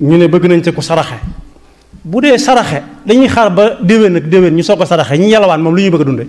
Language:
Wolof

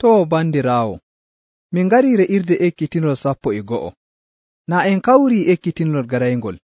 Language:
Nigerian Fulfulde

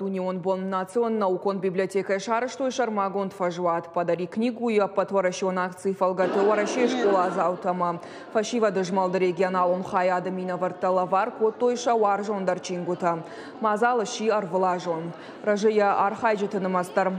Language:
Ossetic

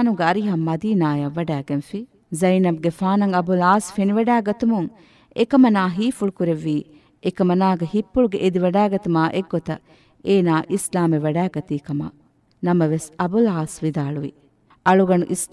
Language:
Divehi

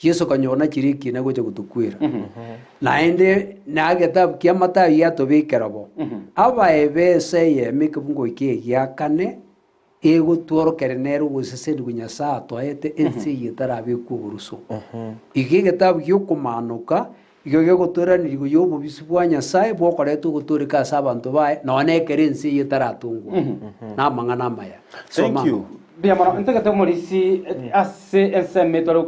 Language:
Gusii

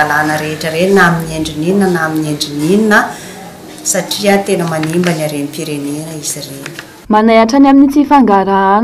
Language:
Malagasy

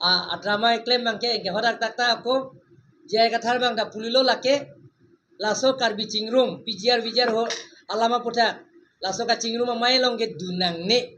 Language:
Karbi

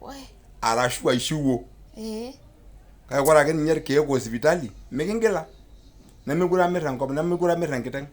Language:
Masai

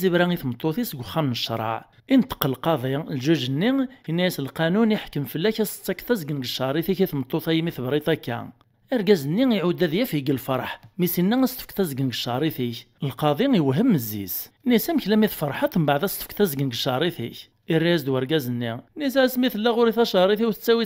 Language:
Kabyle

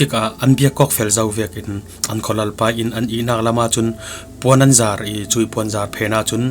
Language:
Falam Chin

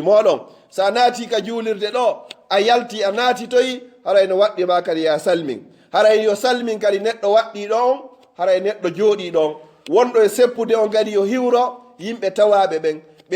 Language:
Pular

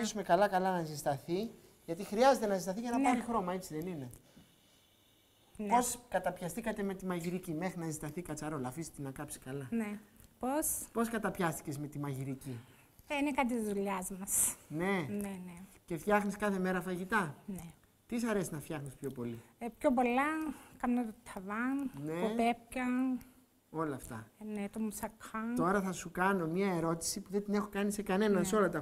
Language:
Greek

